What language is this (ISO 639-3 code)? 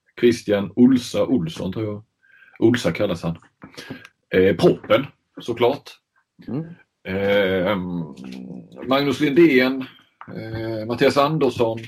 swe